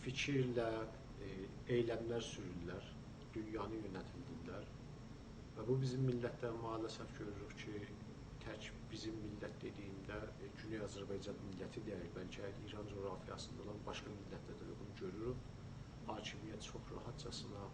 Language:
South Azerbaijani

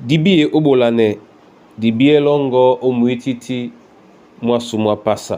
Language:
Duala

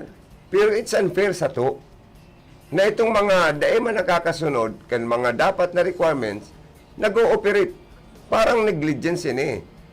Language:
Bikol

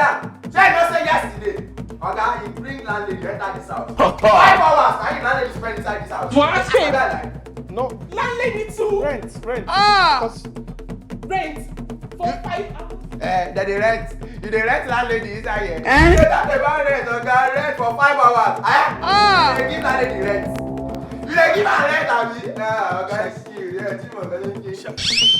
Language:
Nigerian Pidgin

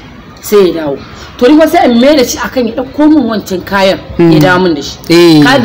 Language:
Hausa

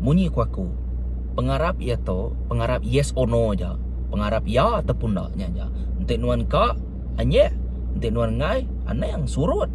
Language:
Iban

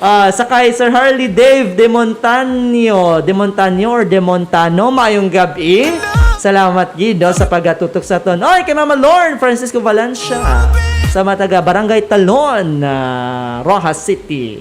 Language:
Hiligaynon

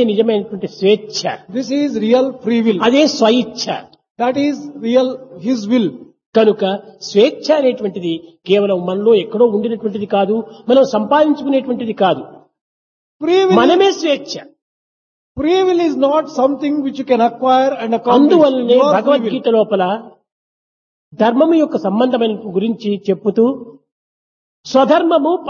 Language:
Telugu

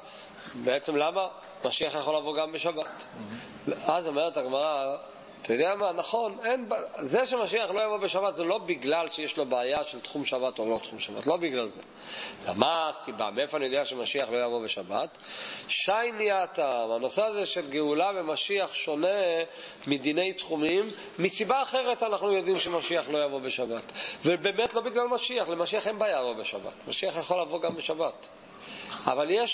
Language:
Hebrew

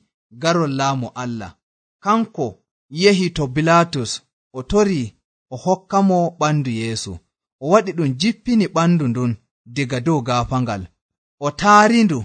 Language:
Nigerian Fulfulde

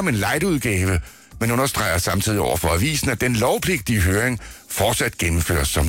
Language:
Danish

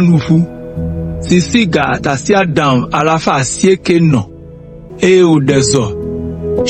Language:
Ewe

